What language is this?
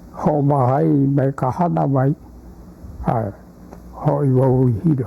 Hawaiian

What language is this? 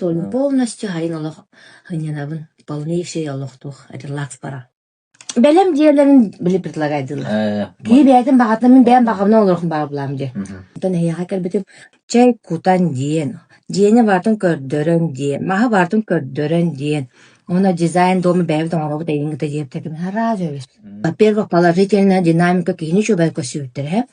Yakut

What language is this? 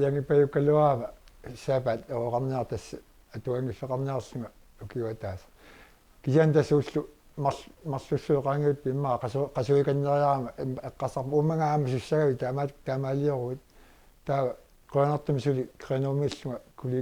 Kalaallisut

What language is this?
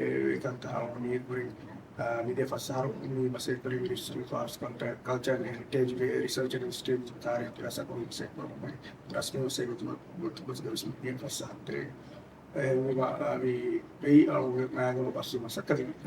Divehi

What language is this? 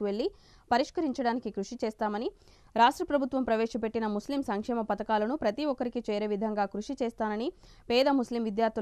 Telugu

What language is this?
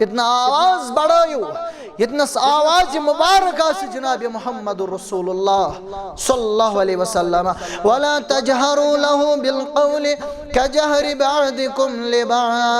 Kashmiri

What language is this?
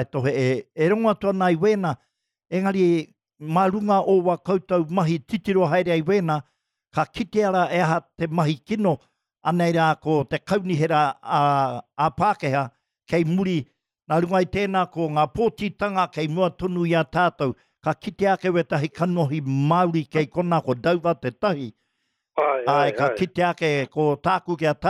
Māori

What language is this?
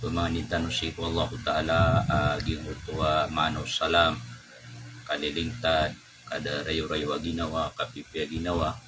Maranao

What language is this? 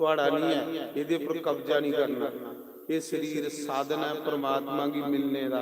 Dogri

